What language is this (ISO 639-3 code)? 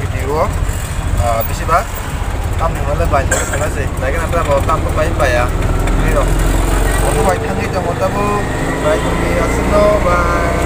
trp